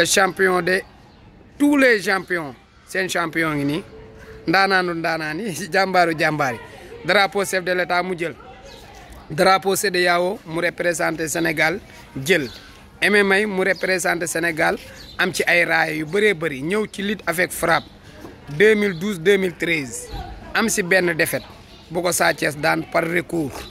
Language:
Wolof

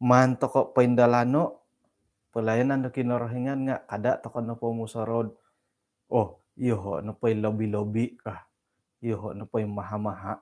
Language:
Central Dusun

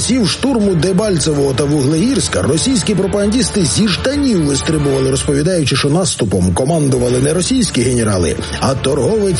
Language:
Ukrainian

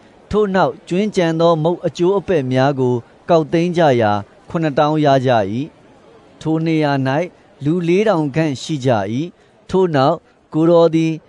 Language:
Burmese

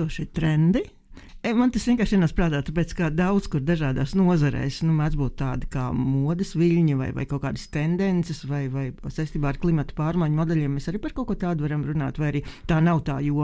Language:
Latvian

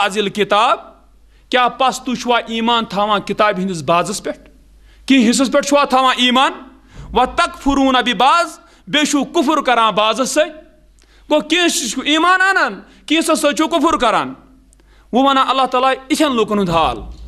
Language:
Kashmiri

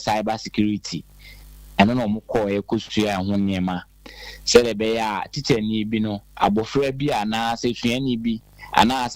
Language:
Akan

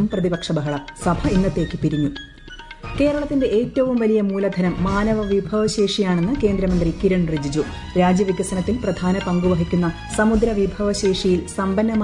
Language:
Malayalam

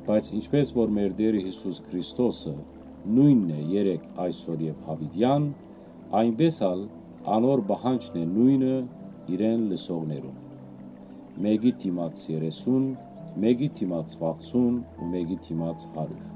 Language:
Western Armenian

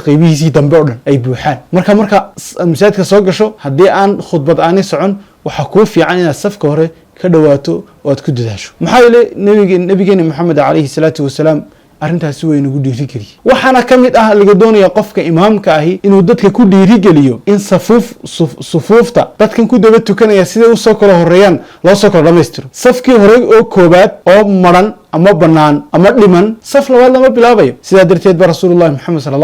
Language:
Somali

